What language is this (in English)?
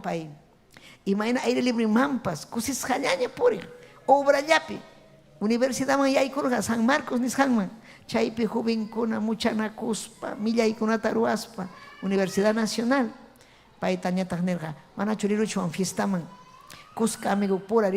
Ayacucho Quechua